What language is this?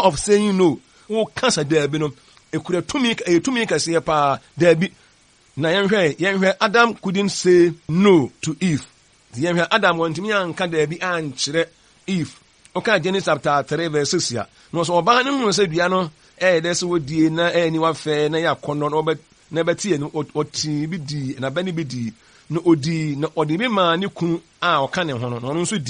Akan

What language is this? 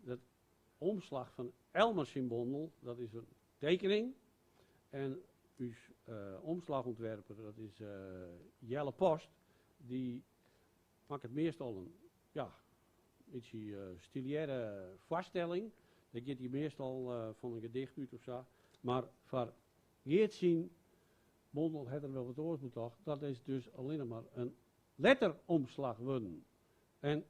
Western Frisian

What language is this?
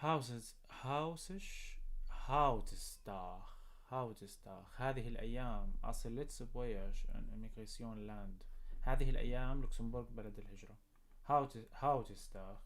North Levantine Arabic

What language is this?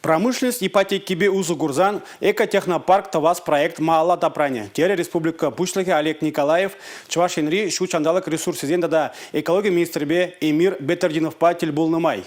Chuvash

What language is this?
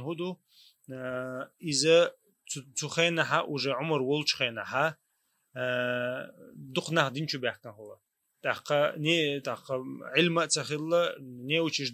Chechen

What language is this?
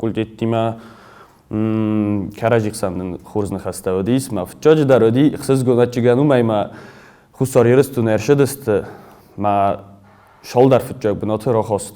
Ossetic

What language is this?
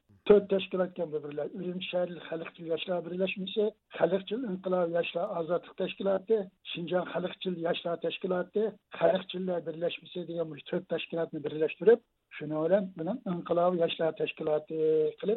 Uyghur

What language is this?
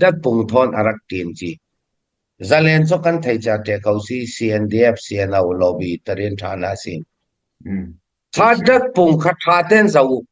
Falam Chin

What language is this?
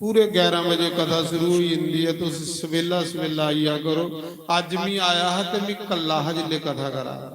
Dogri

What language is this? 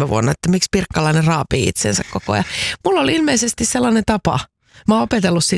Finnish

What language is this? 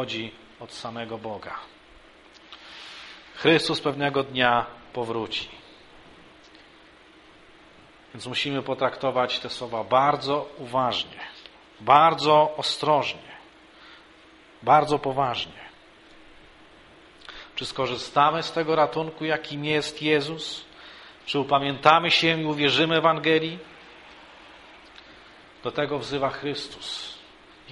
Polish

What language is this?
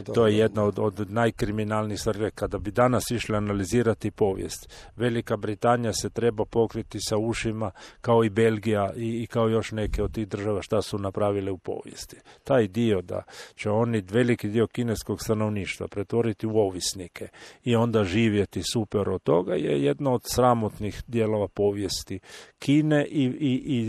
Croatian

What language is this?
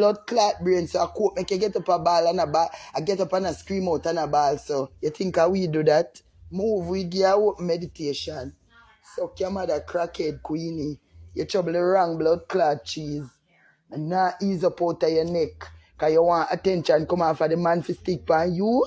Jamaican Creole English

